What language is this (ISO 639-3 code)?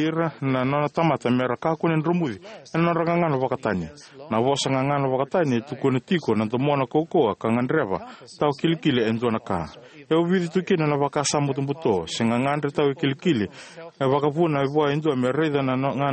fij